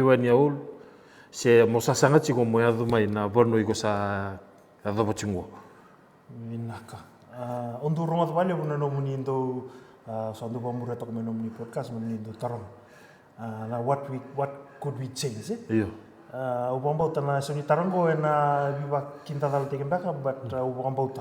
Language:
Fijian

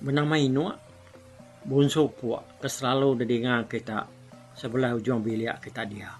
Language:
Iban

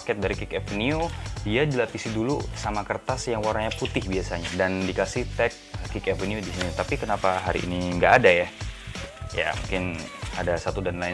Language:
Indonesian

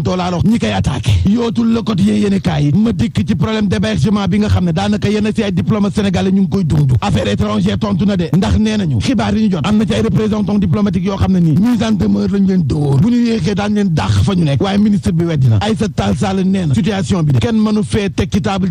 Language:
Wolof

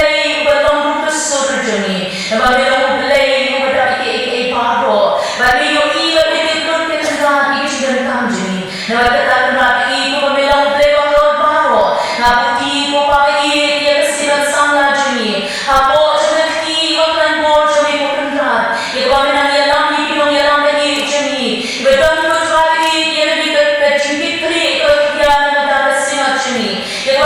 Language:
Khasi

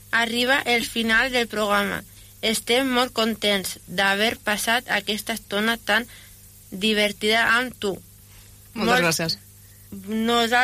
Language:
Catalan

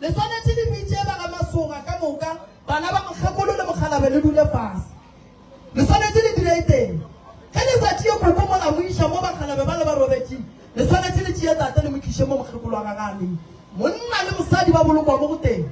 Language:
Northern Sotho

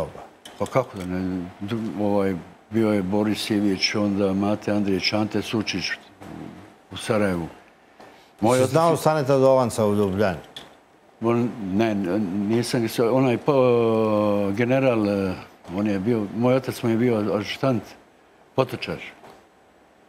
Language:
Croatian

